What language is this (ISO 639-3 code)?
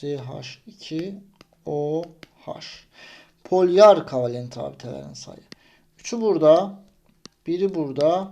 aze